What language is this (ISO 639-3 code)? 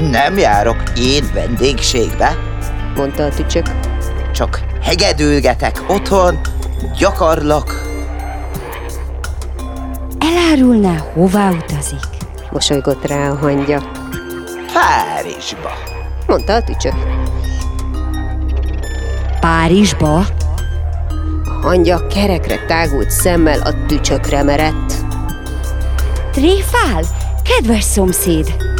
hun